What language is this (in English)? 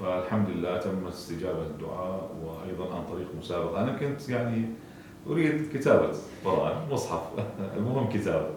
Somali